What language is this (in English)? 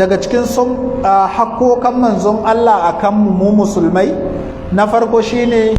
Hausa